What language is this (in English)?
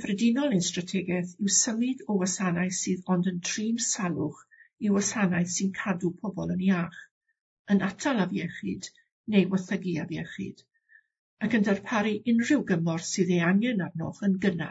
Welsh